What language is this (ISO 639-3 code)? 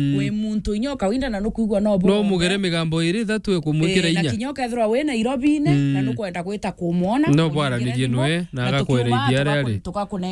mer